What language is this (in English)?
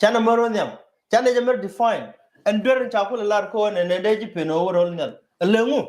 Nuer